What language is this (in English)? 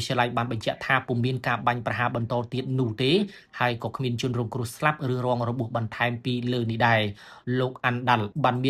Khmer